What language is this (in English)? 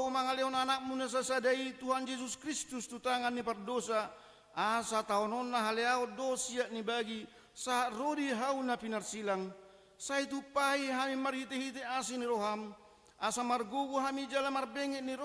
Batak Toba